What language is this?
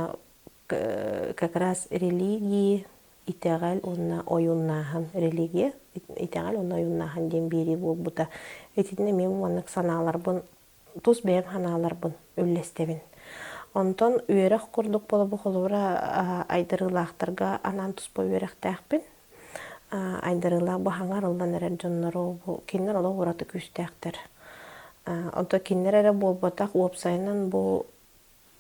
Yakut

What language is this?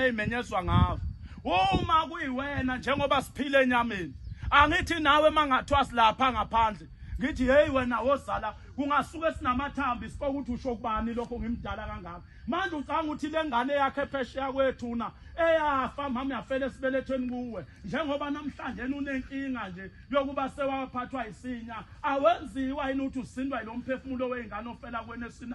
Zulu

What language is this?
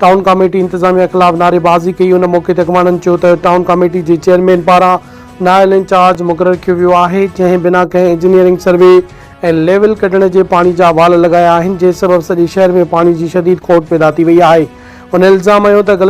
Sindhi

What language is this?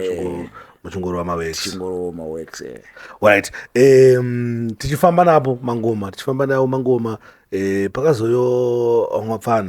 Shona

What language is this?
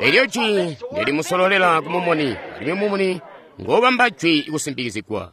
Tonga (Zambia)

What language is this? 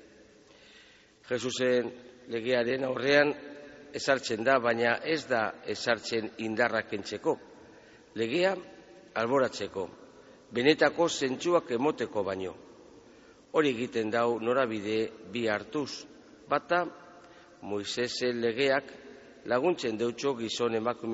Basque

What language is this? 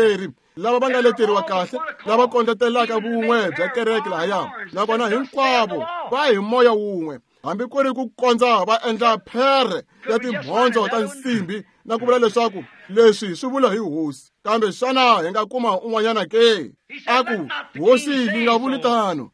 Tsonga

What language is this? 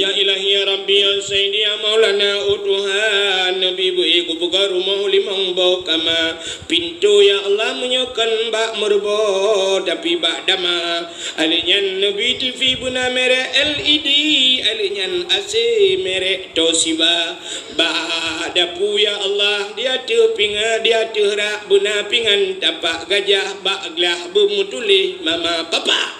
Achinese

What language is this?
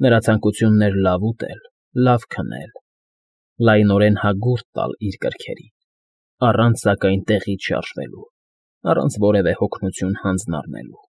Armenian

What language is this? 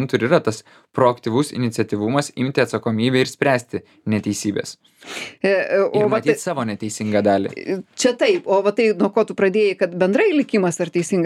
Lithuanian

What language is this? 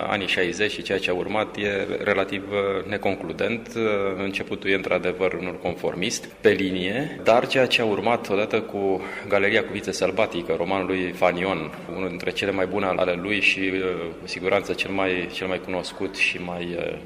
Romanian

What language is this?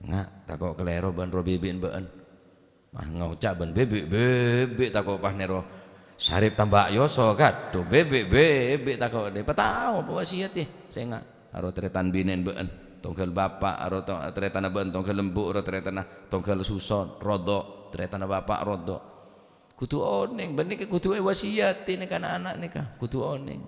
Madurese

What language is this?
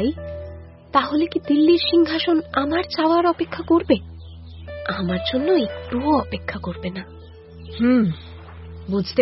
Bangla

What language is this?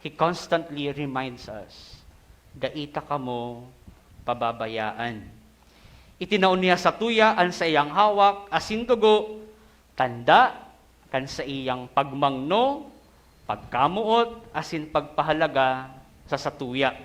Bikol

